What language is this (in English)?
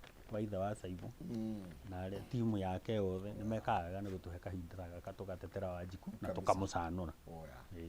Kikuyu